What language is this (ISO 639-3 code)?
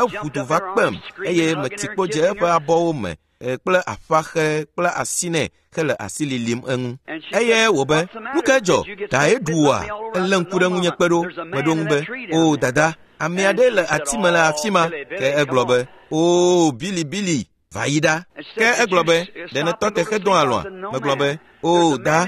ewe